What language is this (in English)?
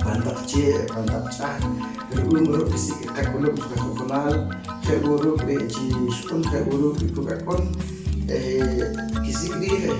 Poqomchi'